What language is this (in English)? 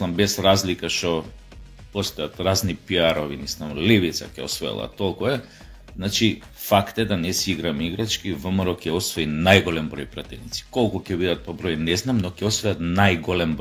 Macedonian